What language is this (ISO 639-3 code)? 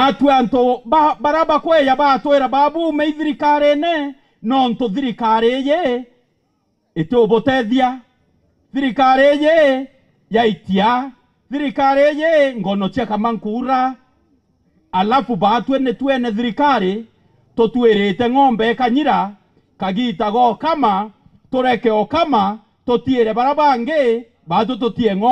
mer